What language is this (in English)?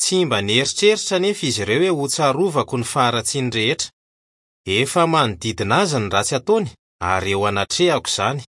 Malagasy